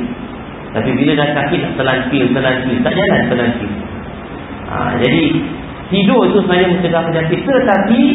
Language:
Malay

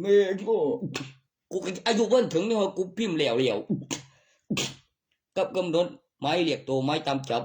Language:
Northeastern Thai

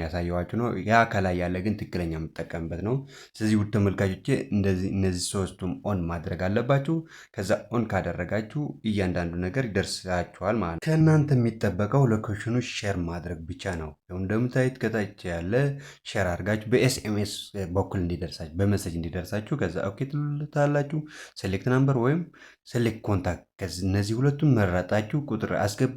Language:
Amharic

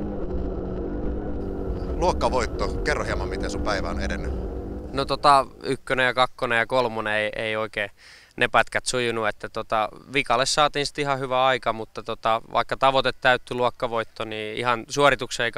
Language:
Finnish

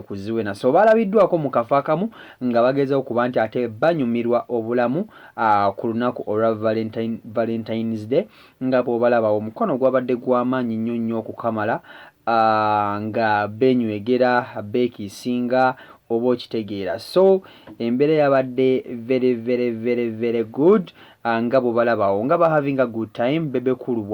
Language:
Ganda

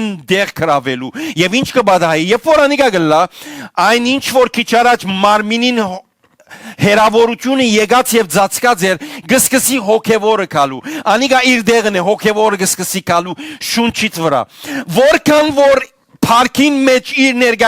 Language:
Western Armenian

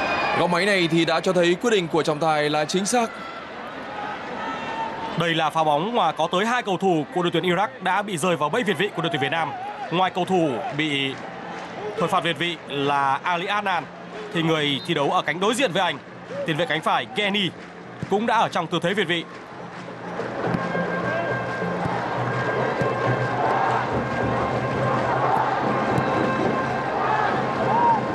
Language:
Vietnamese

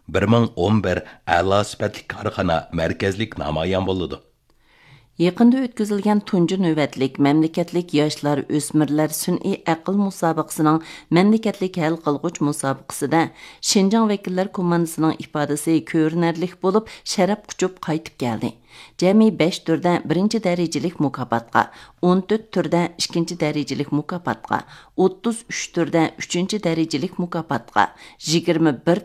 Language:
Uyghur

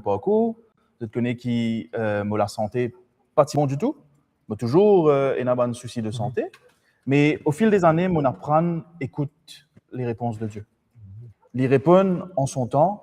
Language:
Morisyen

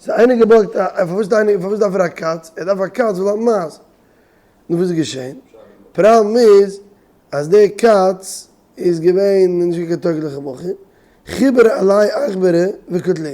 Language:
Yiddish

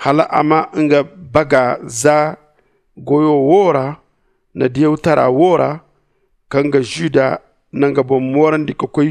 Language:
Zarma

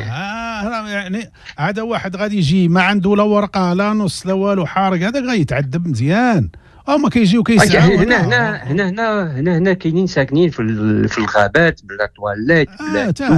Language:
Moroccan Arabic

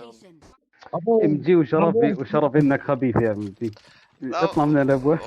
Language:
North Levantine Arabic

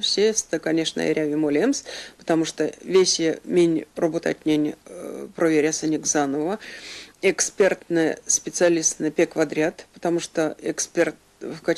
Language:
Erzya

